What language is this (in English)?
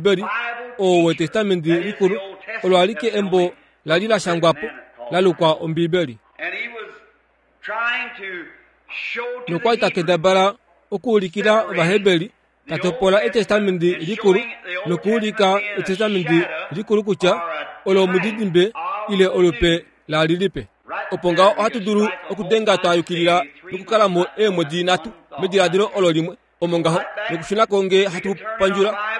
Kuanyama